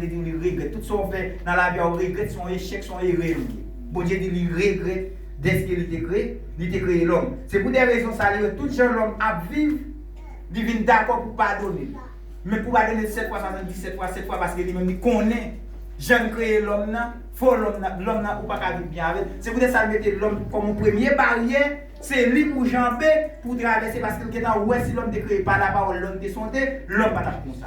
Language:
Haitian Creole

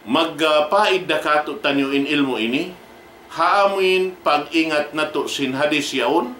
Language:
Tausug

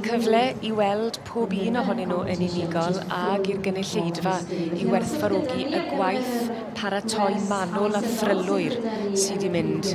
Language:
Welsh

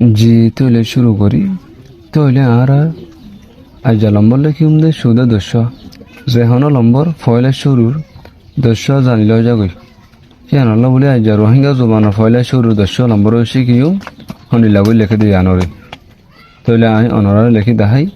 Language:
Rohingya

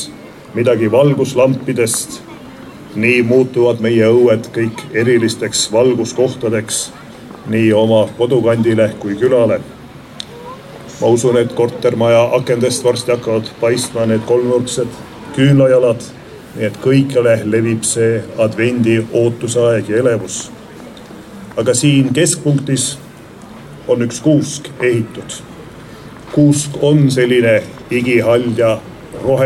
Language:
Estonian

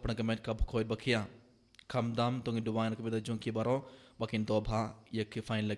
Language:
Khasi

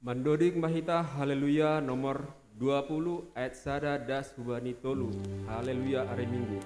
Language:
Batak Simalungun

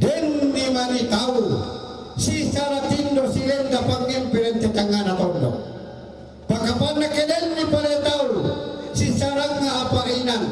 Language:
Toraja-Sa'dan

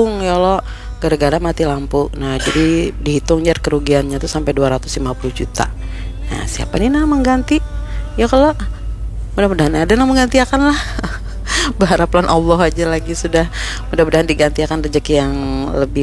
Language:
Banjar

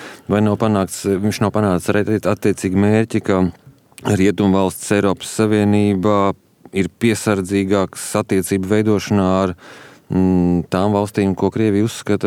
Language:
Latvian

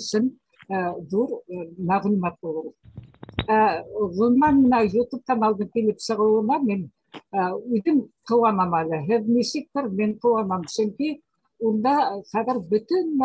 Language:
Bashkir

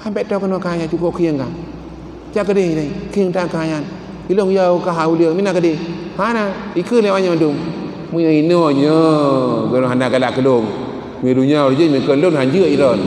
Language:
Achinese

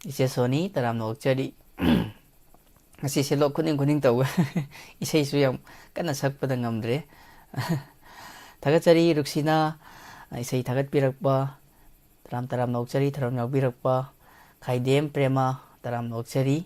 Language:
Manipuri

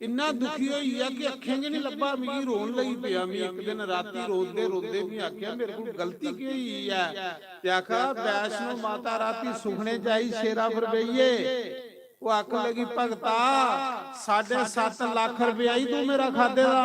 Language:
Dogri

